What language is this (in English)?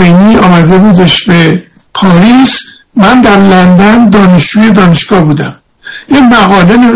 Persian